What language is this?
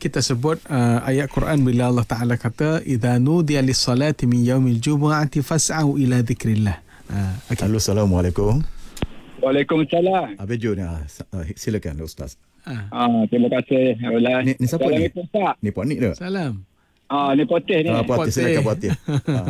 Malay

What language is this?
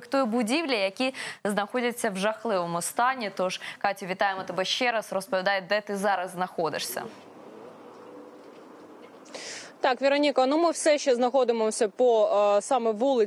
Ukrainian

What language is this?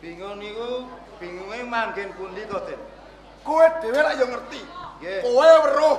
Javanese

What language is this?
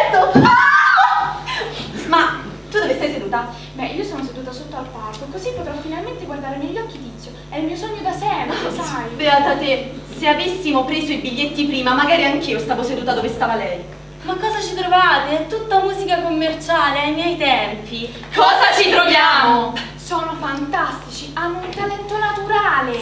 Italian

